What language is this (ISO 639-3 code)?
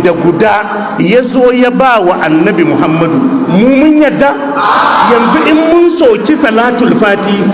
hau